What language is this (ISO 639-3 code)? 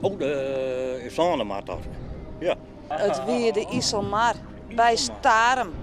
fry